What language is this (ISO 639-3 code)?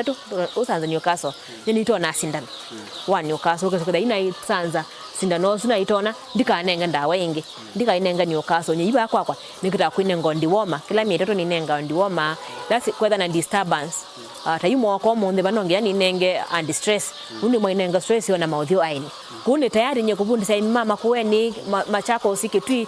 kam